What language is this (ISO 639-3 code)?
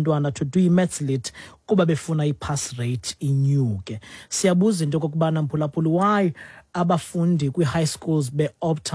xho